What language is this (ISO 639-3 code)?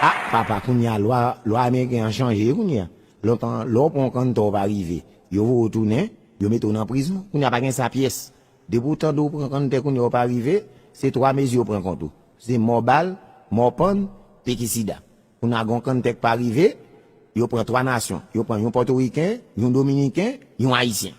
hat